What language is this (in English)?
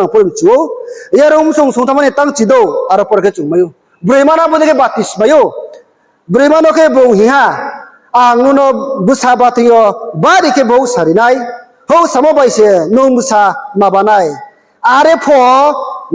Riang (India)